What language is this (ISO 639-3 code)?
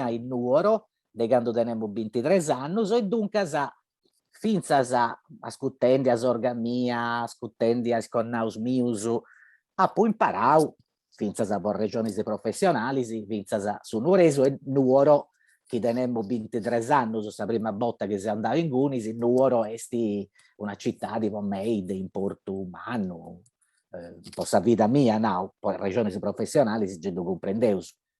srd